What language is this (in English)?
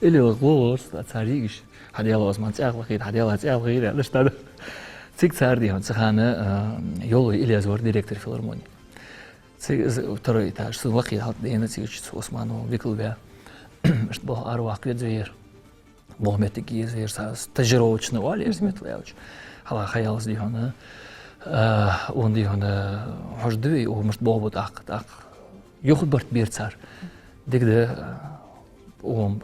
Ingush